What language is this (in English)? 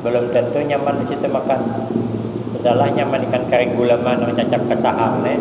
Banjar